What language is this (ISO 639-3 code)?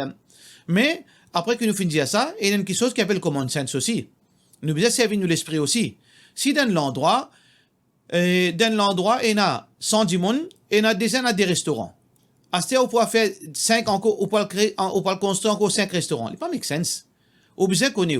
mfe